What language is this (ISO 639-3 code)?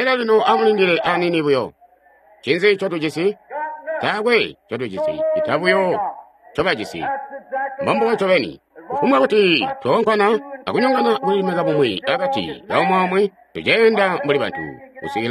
toi